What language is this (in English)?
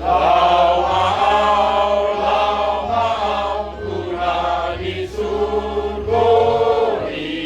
Batak Toba